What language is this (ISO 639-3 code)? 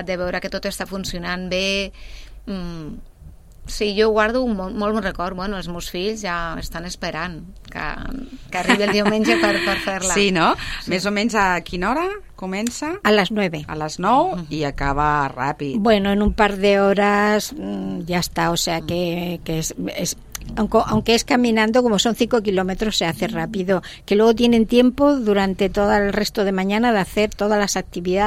cat